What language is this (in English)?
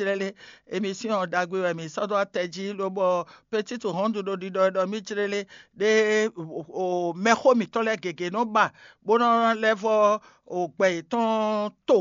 Fon